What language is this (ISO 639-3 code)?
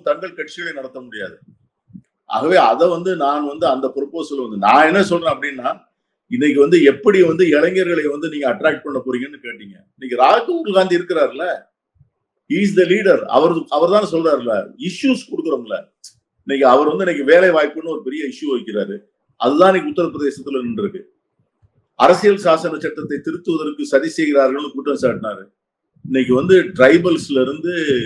tam